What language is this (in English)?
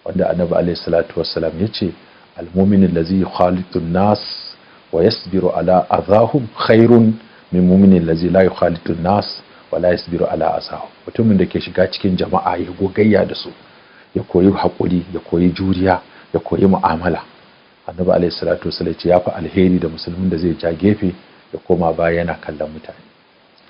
Hausa